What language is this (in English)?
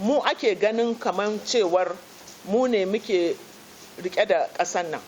Hausa